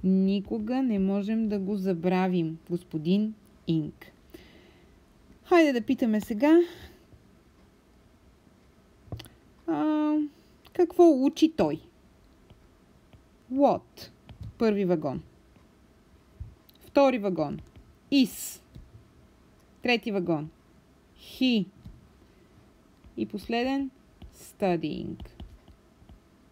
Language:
Bulgarian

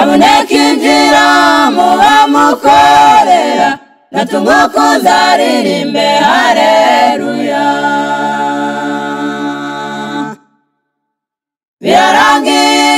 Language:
Kinyarwanda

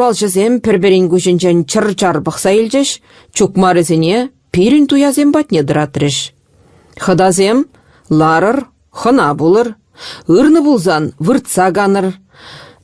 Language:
Chuvash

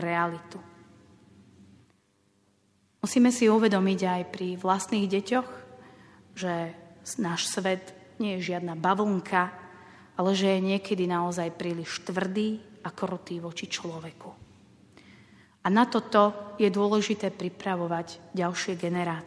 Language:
Slovak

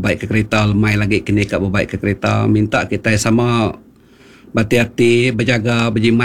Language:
Iban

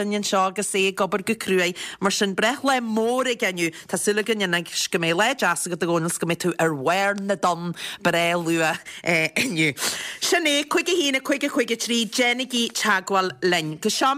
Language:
Irish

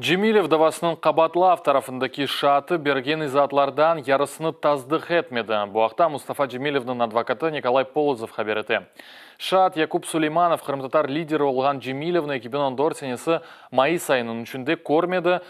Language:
Crimean Tatar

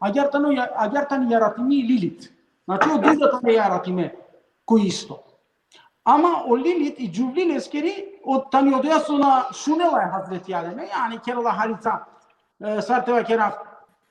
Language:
Balkan Romani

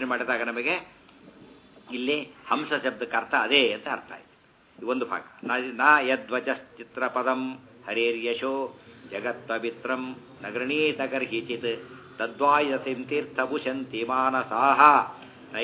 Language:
Kannada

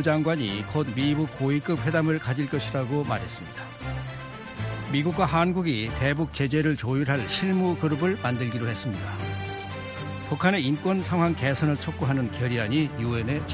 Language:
Korean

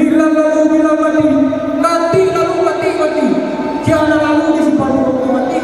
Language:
Minangkabau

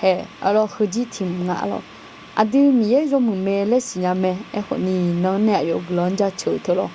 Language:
Akha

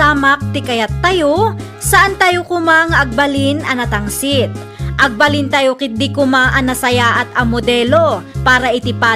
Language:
Iloko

